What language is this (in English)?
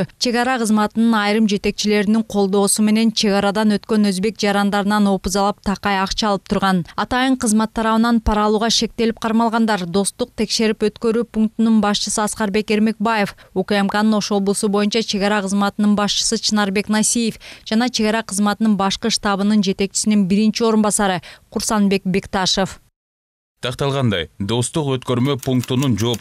Kyrgyz